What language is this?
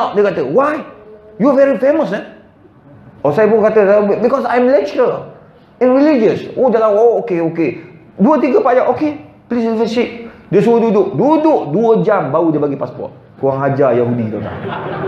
Malay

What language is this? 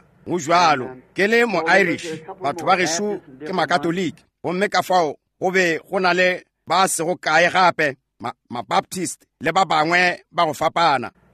Northern Sotho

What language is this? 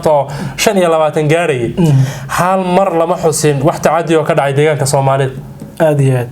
Somali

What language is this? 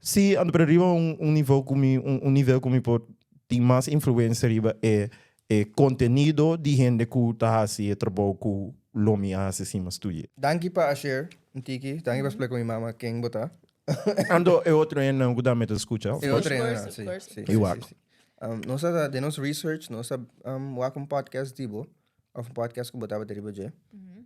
Papiamento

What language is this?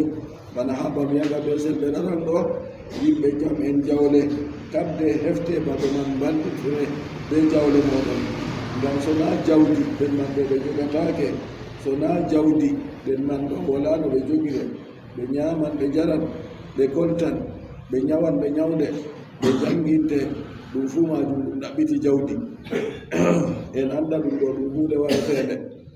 Adamawa Fulfulde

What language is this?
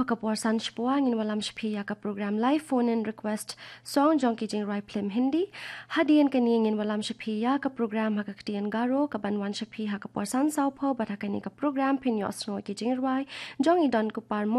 Khasi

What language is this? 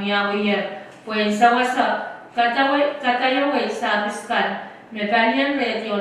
Pohnpeian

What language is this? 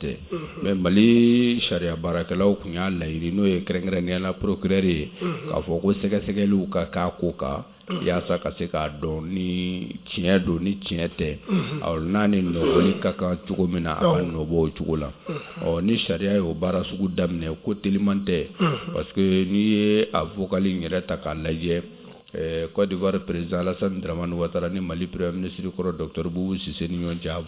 Bambara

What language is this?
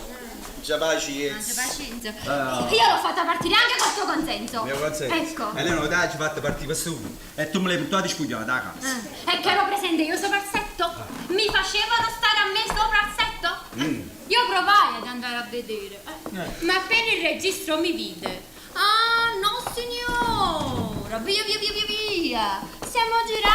Neapolitan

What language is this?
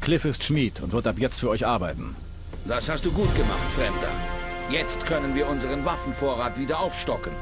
Bavarian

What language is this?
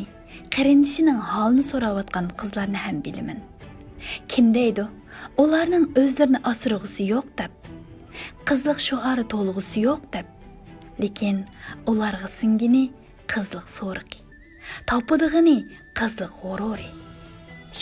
Uyghur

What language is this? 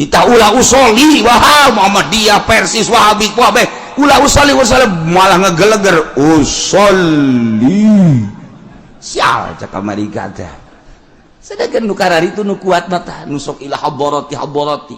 Sundanese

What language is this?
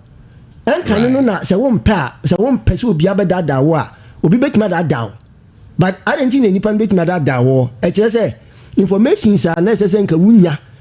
Akan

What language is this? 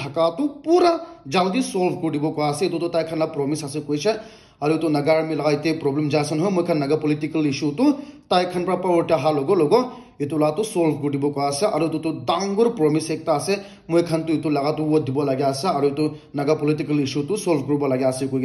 Naga Pidgin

